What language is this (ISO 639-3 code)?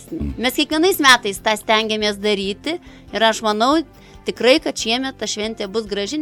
lit